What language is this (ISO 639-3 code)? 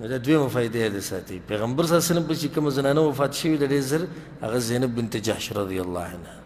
pus